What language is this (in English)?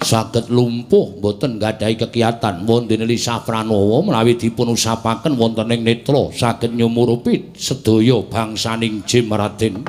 Javanese